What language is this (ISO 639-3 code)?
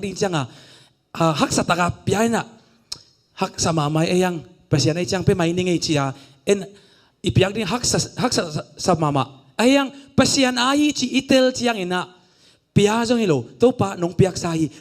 ctd